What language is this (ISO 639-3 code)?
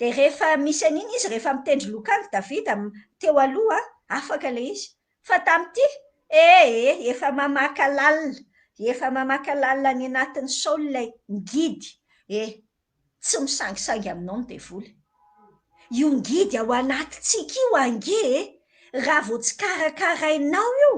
mlg